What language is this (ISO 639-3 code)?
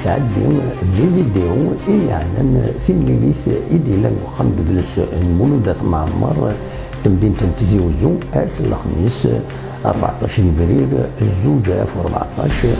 kab